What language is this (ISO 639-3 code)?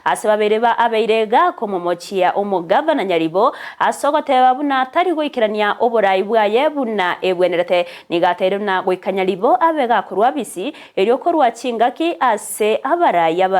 guz